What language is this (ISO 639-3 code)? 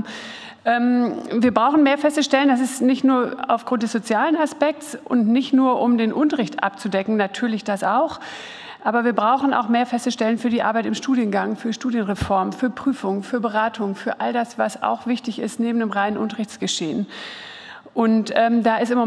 deu